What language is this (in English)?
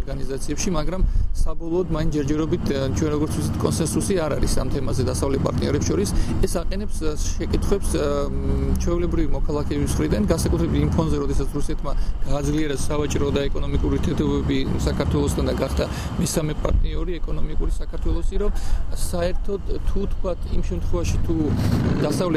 Georgian